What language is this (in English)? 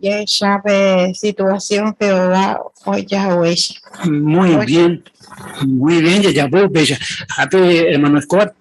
Guarani